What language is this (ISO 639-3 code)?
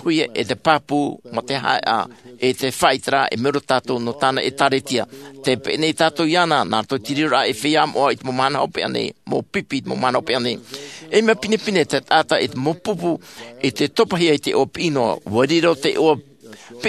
tah